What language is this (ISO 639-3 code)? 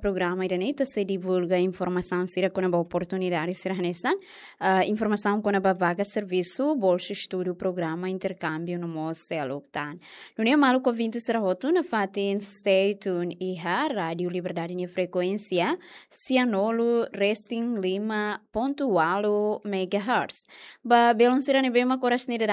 tet